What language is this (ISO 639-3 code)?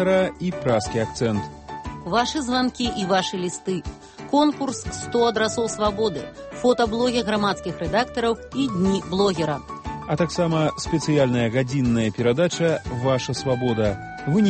bel